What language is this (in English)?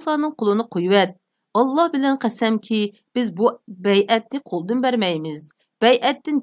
Uyghur